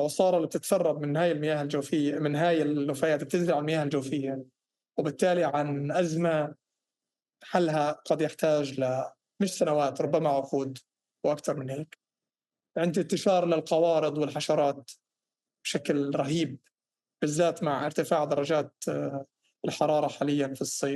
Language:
North Levantine Arabic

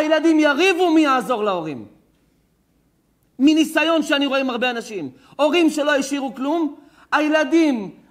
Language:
Hebrew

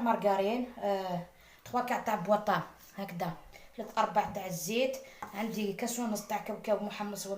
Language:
Algerian Arabic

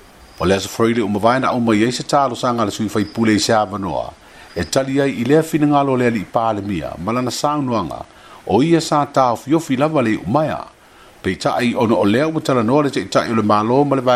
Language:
Samoan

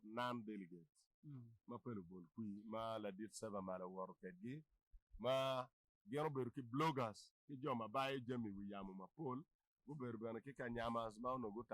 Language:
Acoli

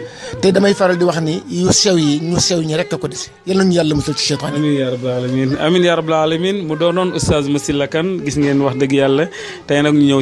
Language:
Wolof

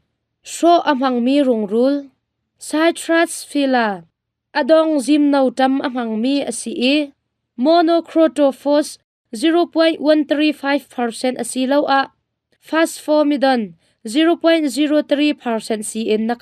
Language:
Hakha Chin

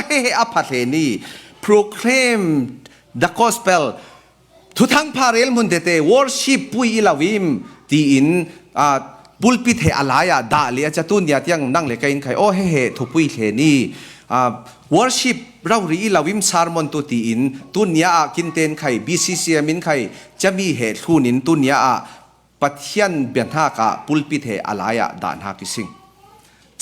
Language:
Falam Chin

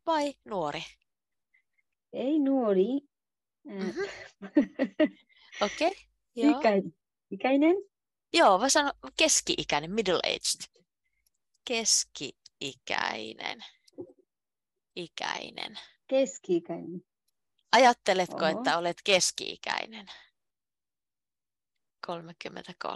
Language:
Finnish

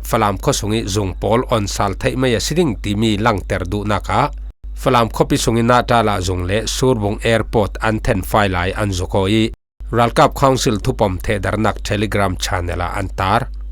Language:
Falam Chin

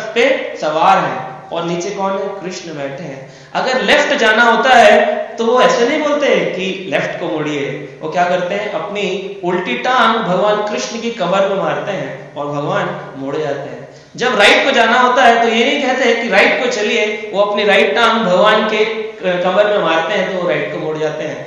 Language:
Hindi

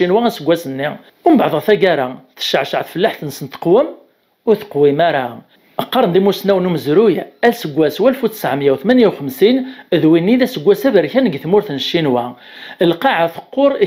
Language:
Kabyle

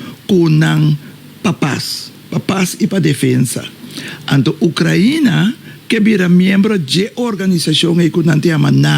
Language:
Papiamento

